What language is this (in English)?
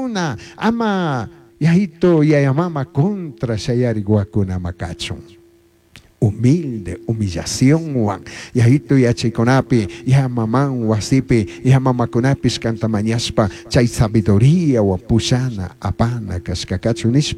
Chimborazo Highland Quichua